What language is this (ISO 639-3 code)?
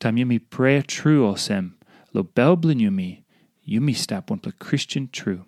tpi